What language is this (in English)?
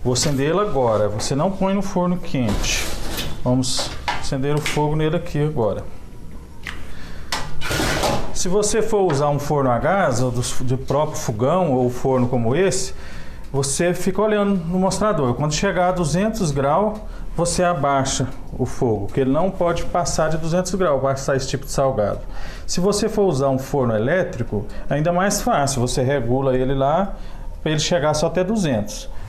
Portuguese